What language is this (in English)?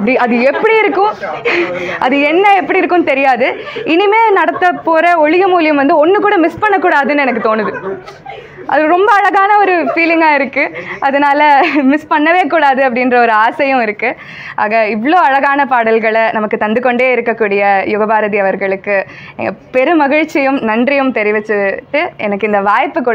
Tamil